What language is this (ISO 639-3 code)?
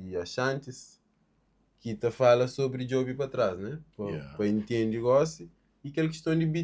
kea